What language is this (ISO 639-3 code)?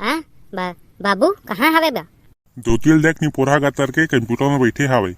hne